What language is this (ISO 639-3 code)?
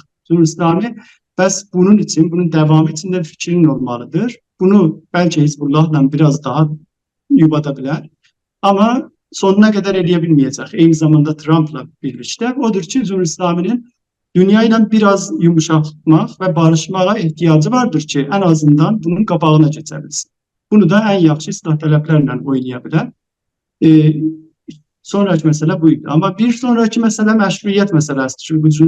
azb